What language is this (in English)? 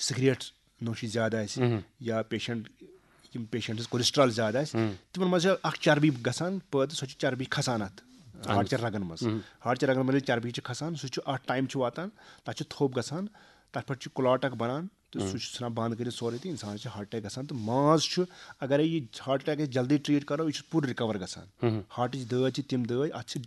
Kashmiri